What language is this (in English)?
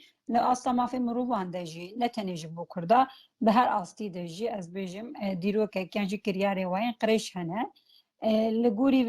Kurdish